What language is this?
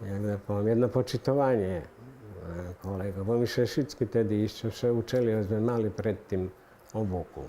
Rusyn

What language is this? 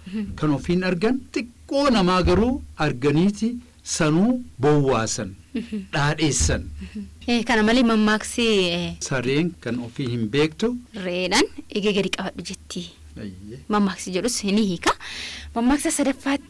Oromo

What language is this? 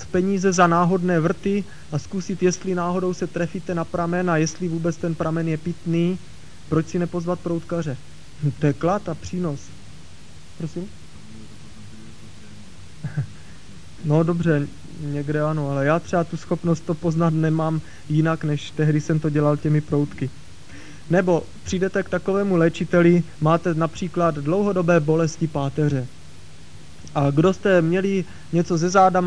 Czech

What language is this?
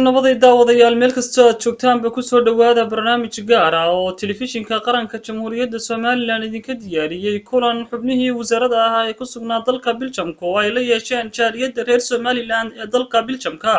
Somali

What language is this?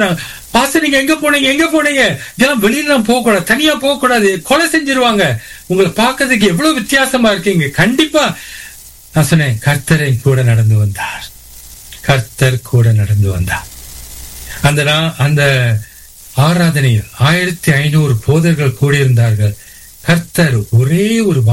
Tamil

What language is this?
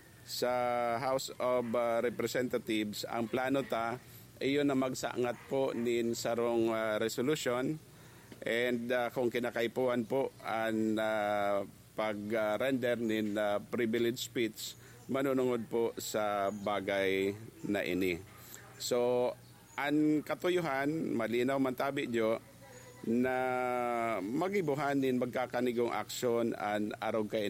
Bikol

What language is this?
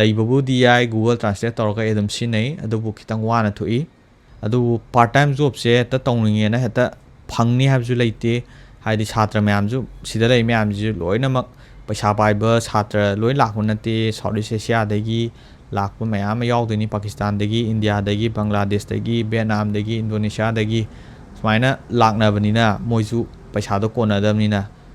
Manipuri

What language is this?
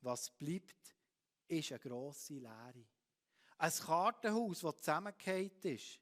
Swiss German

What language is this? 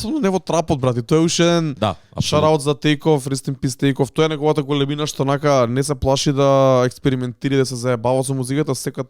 Macedonian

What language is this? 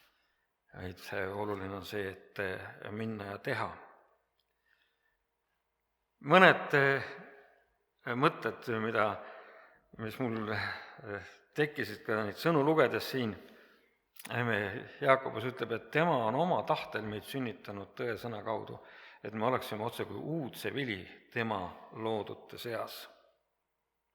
Estonian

